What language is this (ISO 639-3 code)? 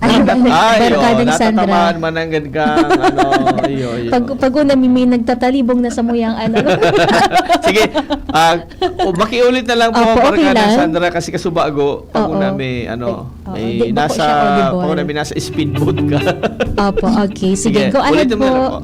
bik